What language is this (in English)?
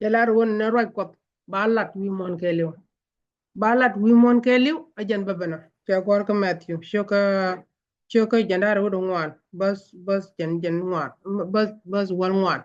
Nuer